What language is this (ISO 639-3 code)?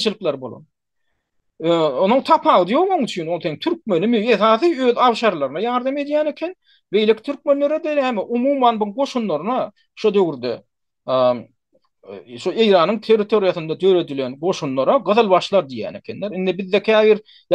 tuk